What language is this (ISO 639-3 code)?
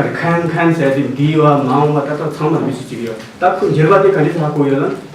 bod